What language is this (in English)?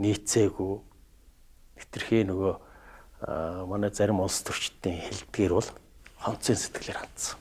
Mongolian